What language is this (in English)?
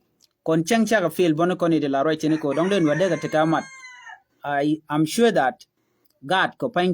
Nuer